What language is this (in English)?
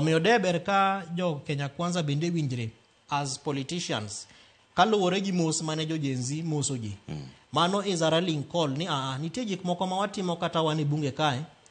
Luo (Kenya and Tanzania)